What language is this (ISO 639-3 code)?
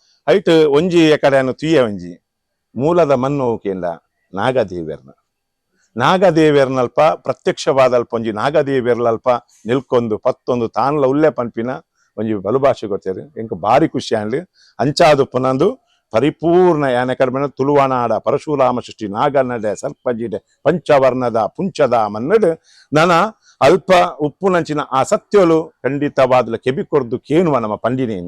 tcy